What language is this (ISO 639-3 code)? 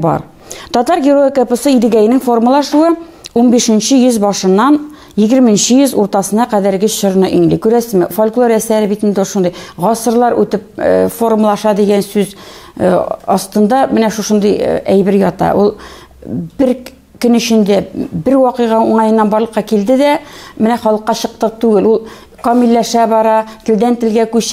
tat